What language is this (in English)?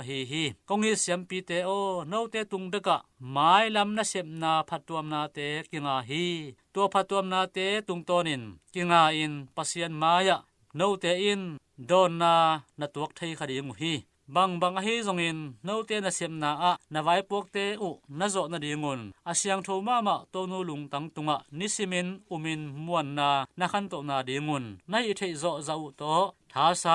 Tedim Chin